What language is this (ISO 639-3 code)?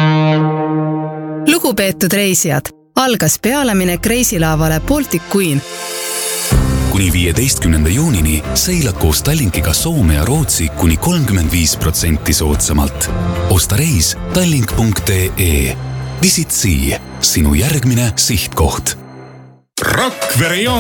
est